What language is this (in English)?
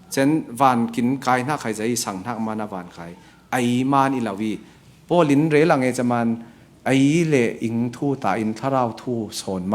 Falam Chin